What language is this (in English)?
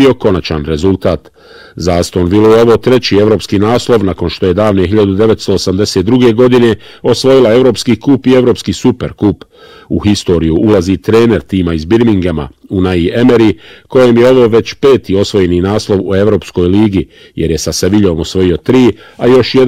Bosnian